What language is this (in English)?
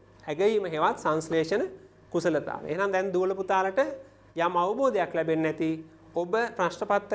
Sinhala